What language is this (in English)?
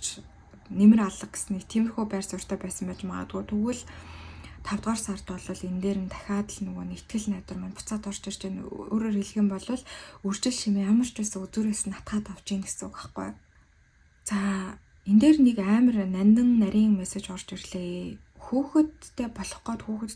Mongolian